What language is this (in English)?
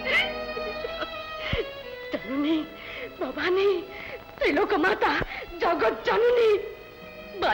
Bangla